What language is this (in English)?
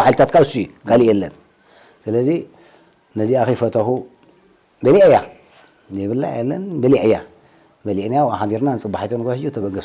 Tigrinya